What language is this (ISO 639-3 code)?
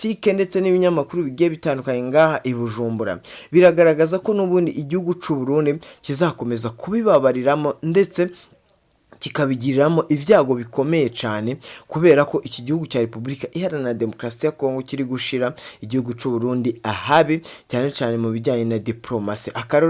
run